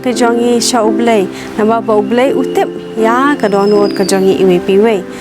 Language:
Khasi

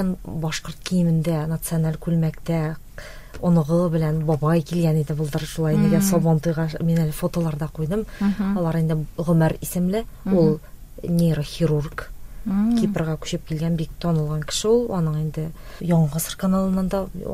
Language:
Tatar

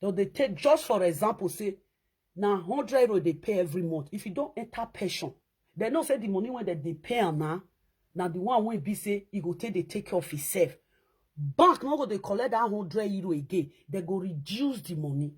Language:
Nigerian Pidgin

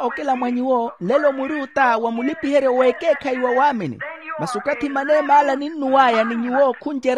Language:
Makhuwa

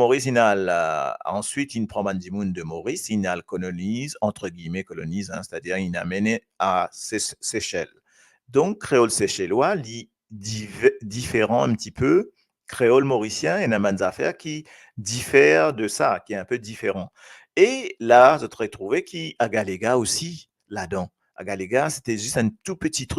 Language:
Morisyen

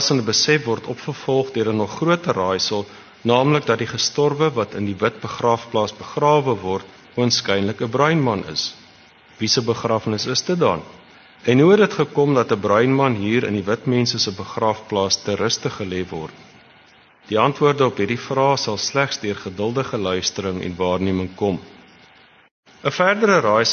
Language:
Afrikaans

